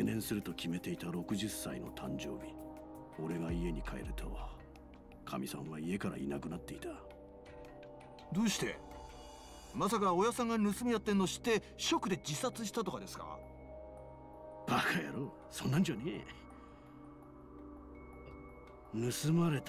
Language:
Japanese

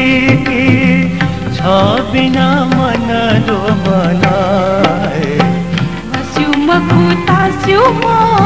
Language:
Newari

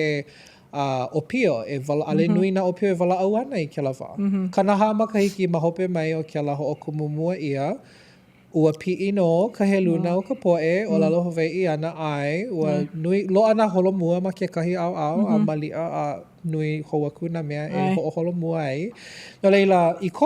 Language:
Hawaiian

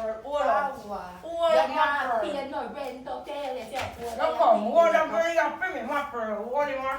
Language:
Jamaican Creole English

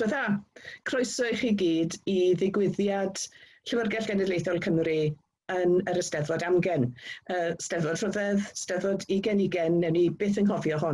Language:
Welsh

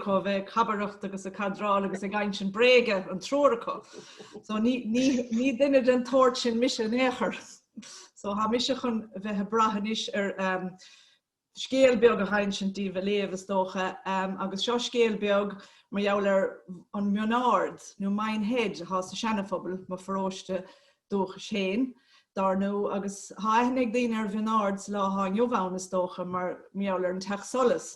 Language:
Irish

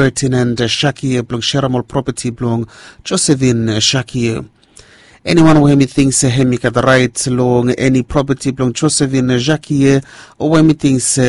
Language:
Bislama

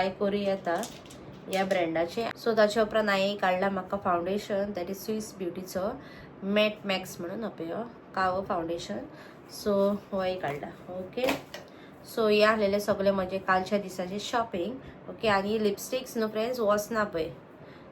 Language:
Konkani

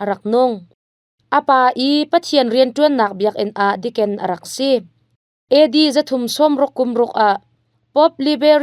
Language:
Hakha Chin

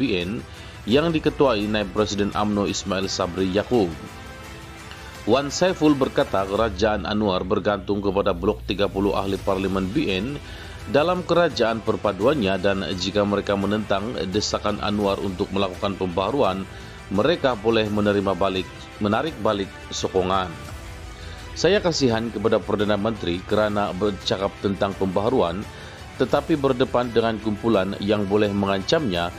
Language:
Malay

